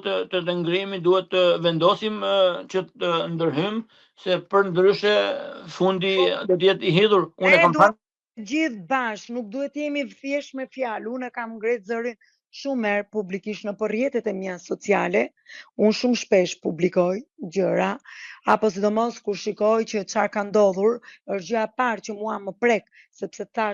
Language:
Albanian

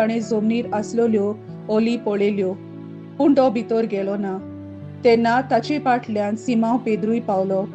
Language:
Konkani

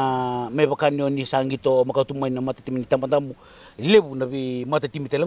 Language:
Fijian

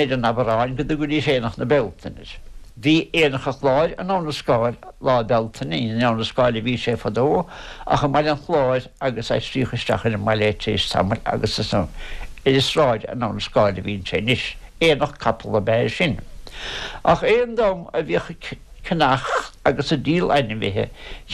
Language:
Irish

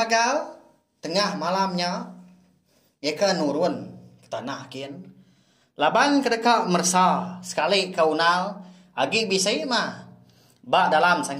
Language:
Iban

